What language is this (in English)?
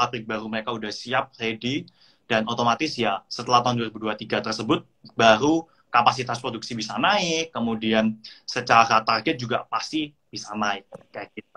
Indonesian